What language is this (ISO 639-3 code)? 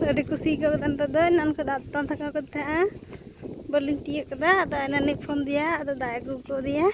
sat